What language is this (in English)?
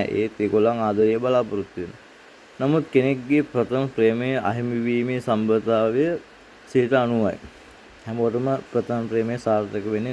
Sinhala